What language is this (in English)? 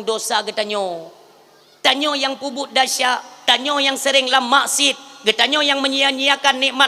Achinese